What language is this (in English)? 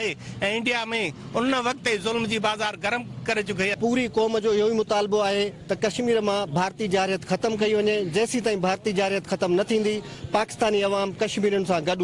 Sindhi